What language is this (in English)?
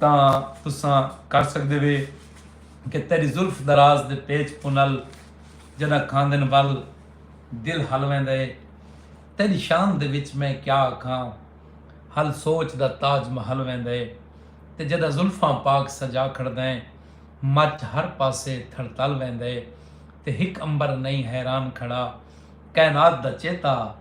Saraiki